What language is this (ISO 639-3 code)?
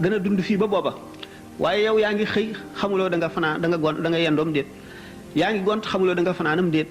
wol